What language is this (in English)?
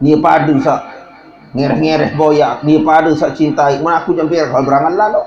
Sasak